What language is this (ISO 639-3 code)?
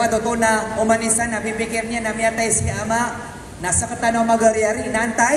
mrw